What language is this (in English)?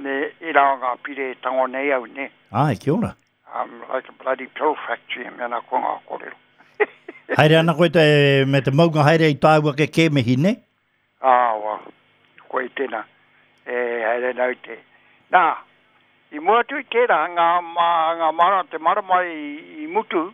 Māori